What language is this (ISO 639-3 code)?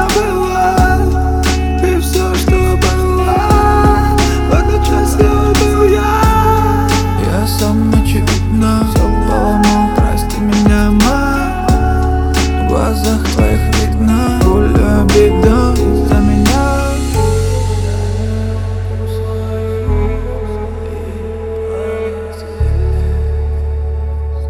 rus